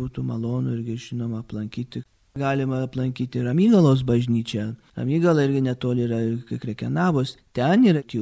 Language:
Lithuanian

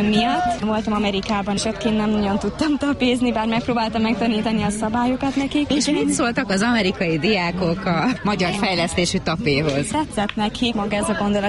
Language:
Hungarian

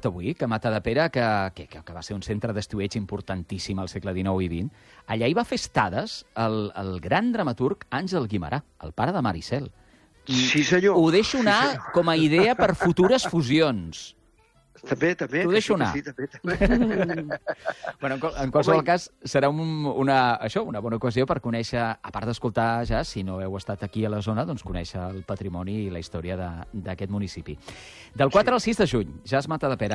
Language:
Catalan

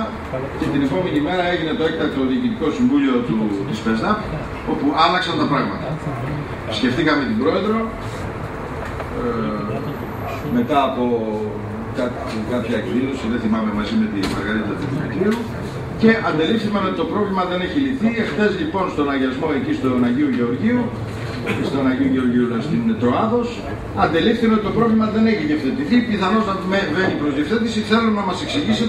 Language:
Greek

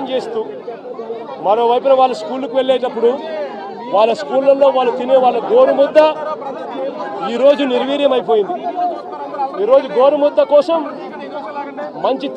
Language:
Telugu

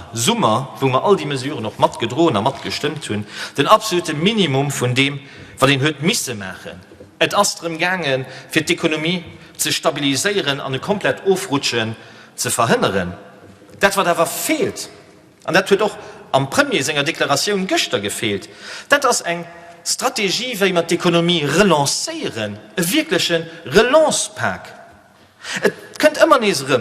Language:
Luxembourgish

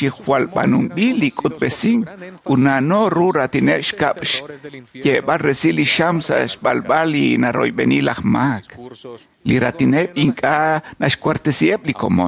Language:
Kekchí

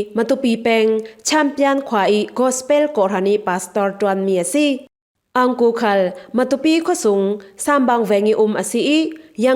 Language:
Falam Chin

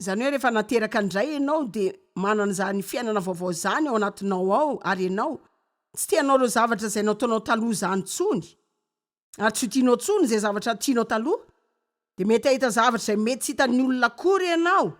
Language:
Malagasy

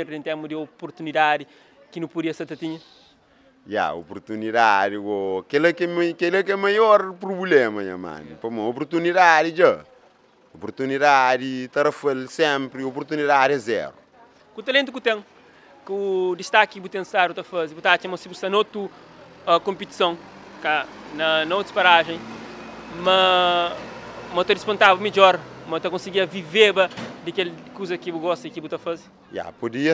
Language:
Kabuverdianu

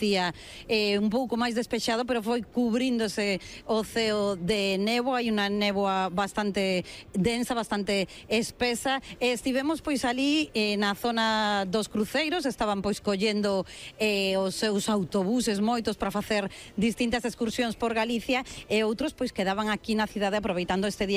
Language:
Galician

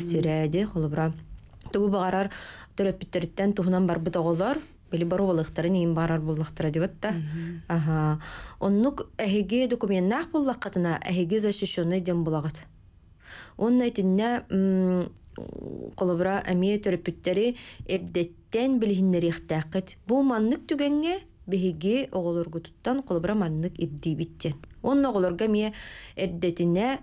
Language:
Yakut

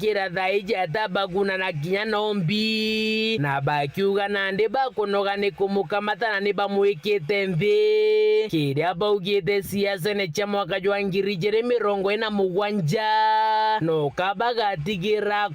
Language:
Meru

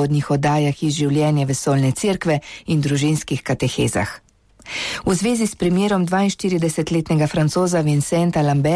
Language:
Slovenian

